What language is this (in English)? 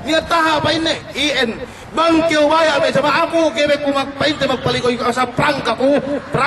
Yakan